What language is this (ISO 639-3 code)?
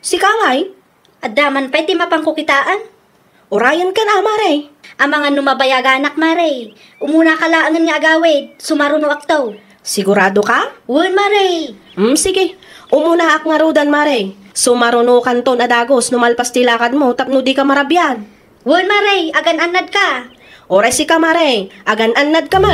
ilo